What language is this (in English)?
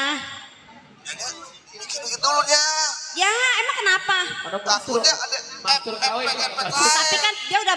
Betawi